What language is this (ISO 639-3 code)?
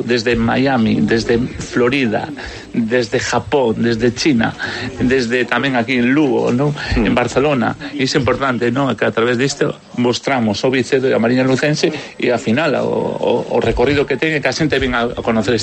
glg